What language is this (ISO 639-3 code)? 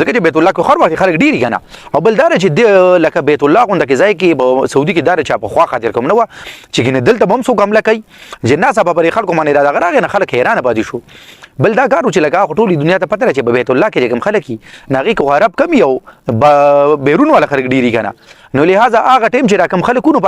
pus